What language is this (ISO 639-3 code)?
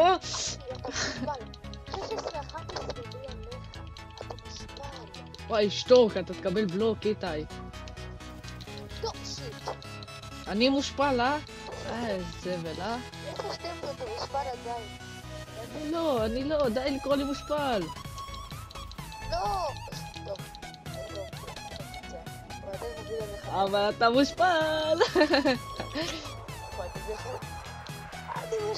heb